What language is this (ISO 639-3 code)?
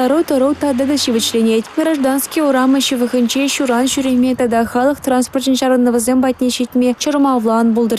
chv